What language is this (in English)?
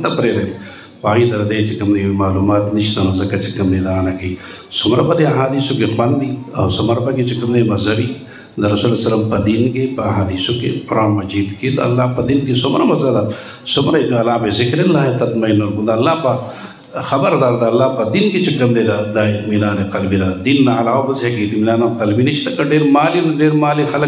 Pashto